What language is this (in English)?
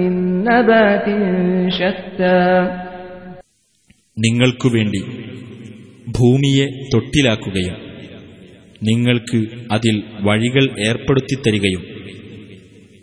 Malayalam